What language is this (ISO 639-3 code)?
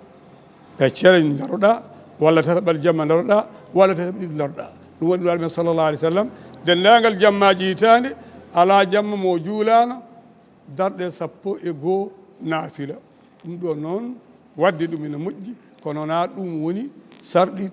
ful